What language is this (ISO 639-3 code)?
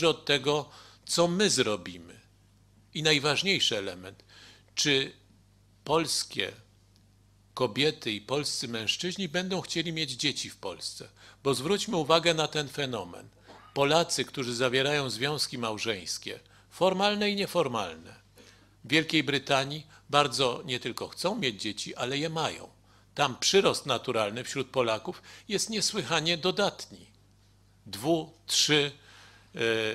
pol